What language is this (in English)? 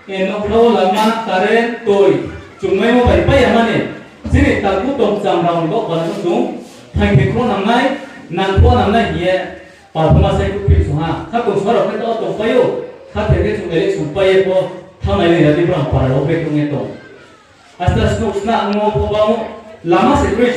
Riang (India)